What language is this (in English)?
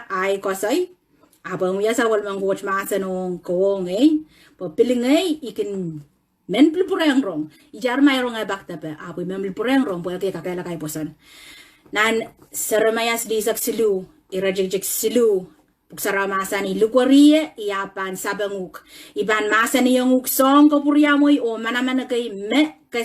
Pohnpeian